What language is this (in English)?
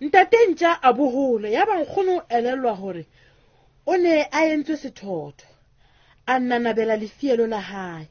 Southern Sotho